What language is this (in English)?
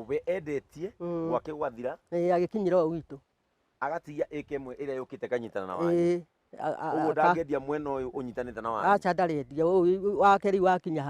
Kikuyu